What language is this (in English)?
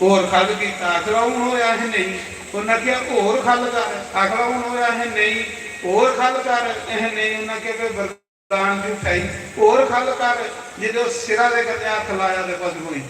Dogri